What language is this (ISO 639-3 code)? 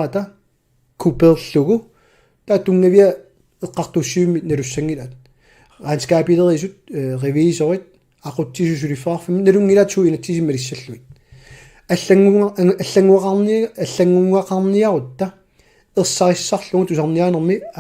kal